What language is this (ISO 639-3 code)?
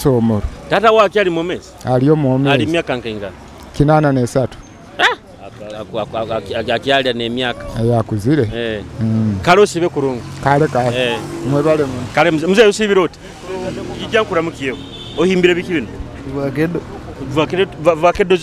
nyo